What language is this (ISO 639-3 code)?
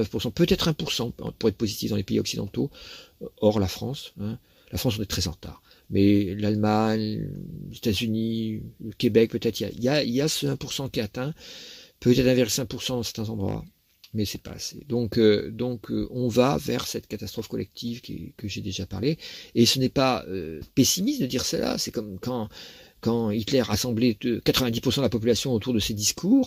fra